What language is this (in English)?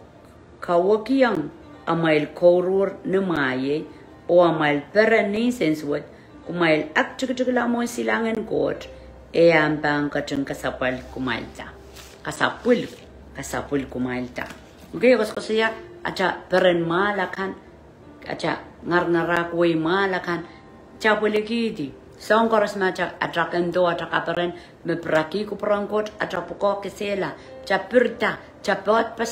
Pohnpeian